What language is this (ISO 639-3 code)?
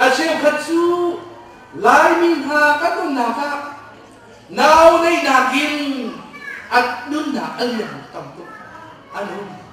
cnh